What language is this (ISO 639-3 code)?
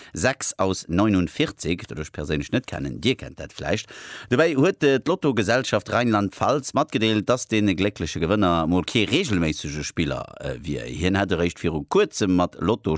ltz